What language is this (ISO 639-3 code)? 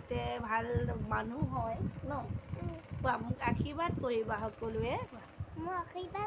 asm